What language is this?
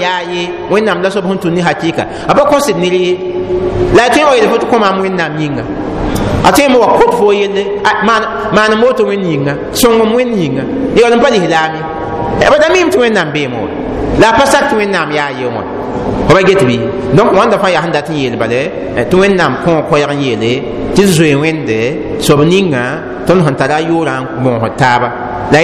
Mossi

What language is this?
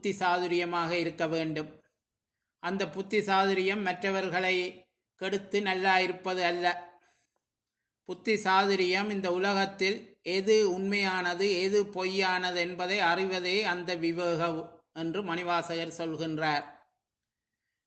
Tamil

